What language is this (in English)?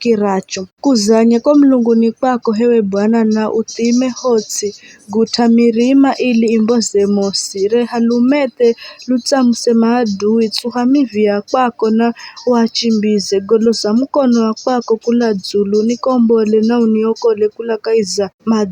Giryama